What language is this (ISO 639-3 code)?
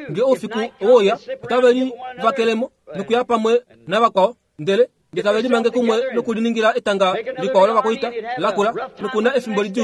kua